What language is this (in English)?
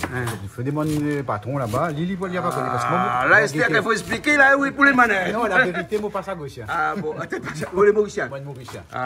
Réunion Creole French